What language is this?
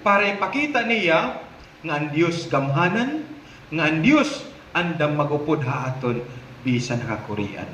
Waray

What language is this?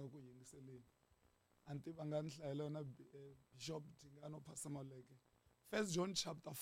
Tsonga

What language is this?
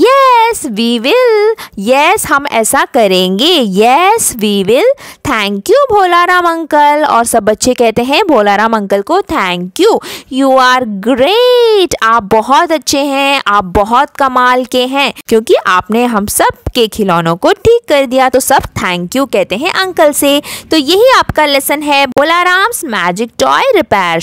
Hindi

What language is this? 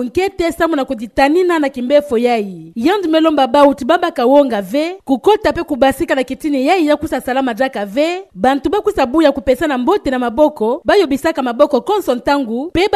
Kituba (Democratic Republic of Congo)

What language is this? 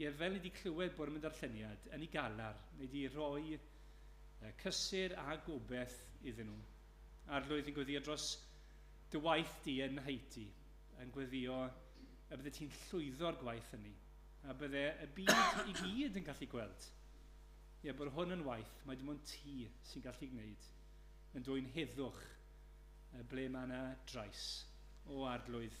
Welsh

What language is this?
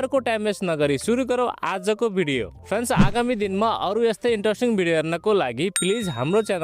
Nepali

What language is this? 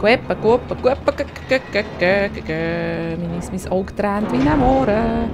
Swiss German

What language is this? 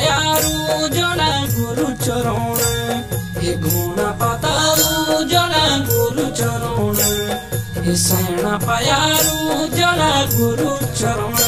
Garhwali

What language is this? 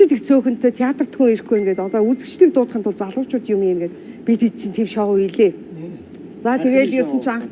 Mongolian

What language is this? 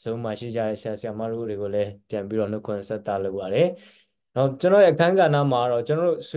Burmese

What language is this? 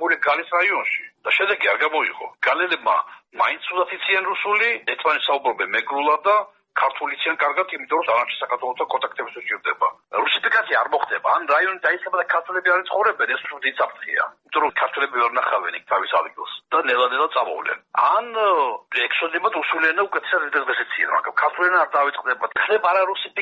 Georgian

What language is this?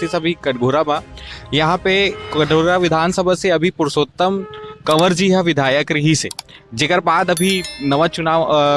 Chhattisgarhi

